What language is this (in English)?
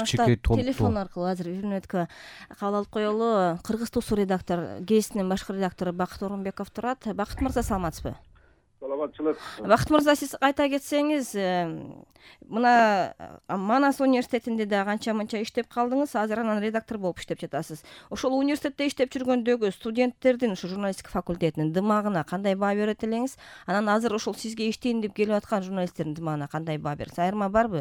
Kyrgyz